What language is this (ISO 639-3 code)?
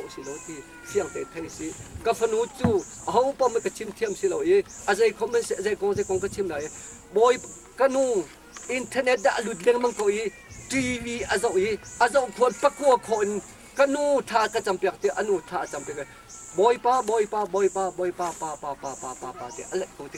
cnh